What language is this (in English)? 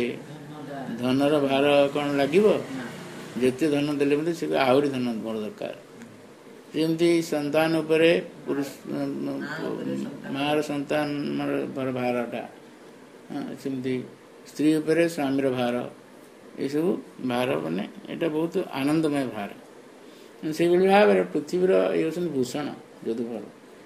Odia